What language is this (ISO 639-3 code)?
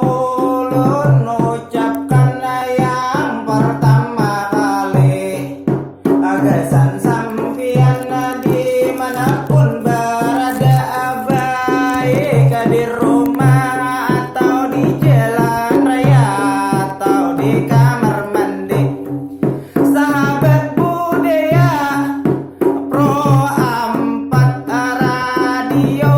bjn